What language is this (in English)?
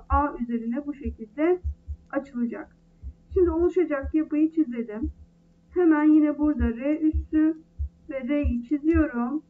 Turkish